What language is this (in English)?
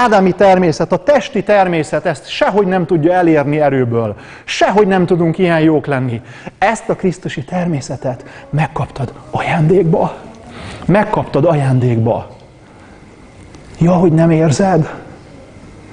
Hungarian